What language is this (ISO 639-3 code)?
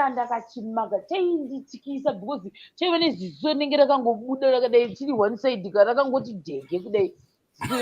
sna